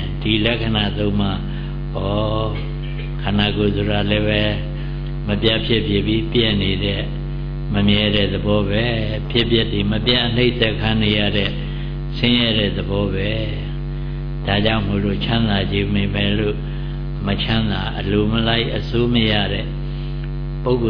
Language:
Burmese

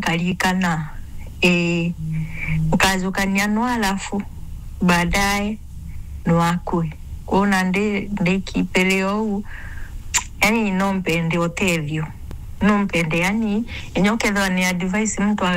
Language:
Meru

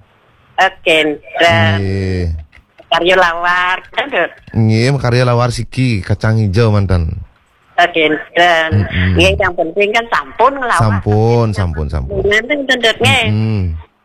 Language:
Balinese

